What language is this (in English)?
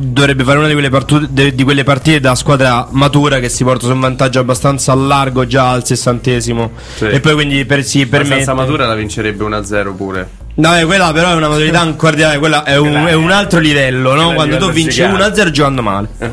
Italian